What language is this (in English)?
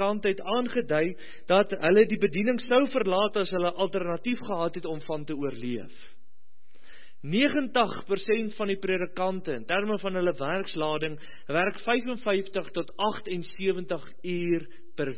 Afrikaans